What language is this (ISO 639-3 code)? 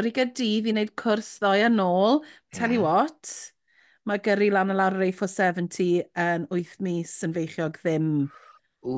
cym